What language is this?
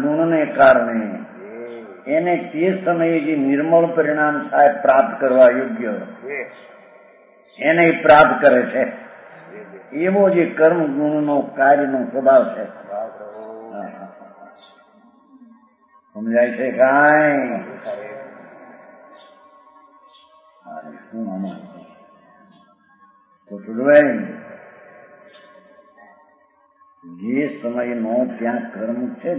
Gujarati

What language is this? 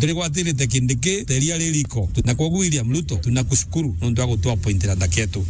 Meru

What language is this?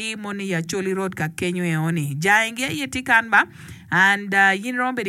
Acoli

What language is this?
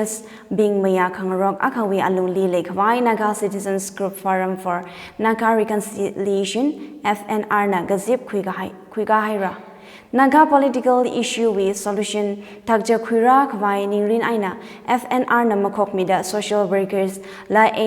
Tangkhul Naga (India)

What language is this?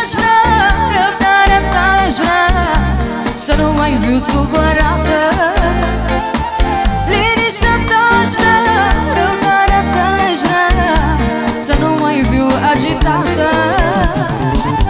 Romanian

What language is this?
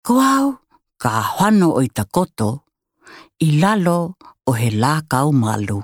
Tokelau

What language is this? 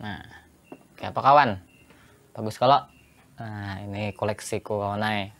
Banjar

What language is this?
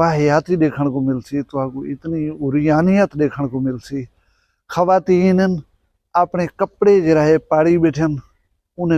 Saraiki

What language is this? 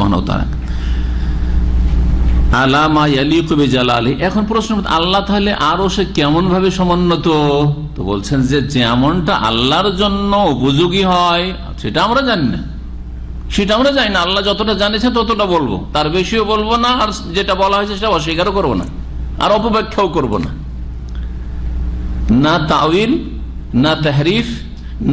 Bangla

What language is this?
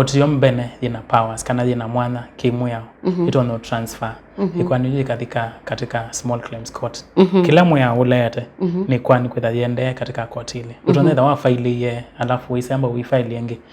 Kamba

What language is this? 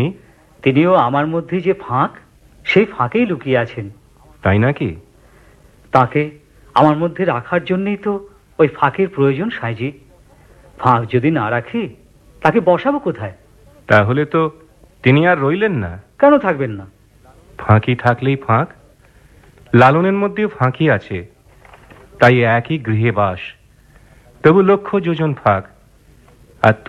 Bangla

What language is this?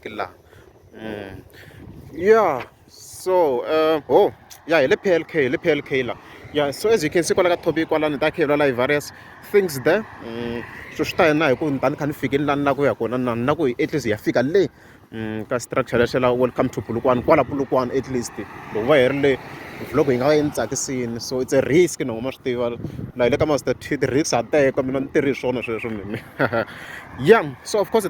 Tsonga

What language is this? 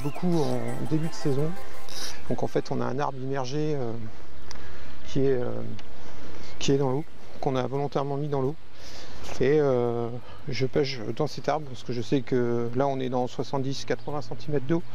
French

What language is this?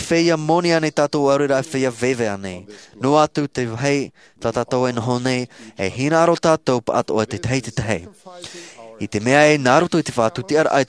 Tahitian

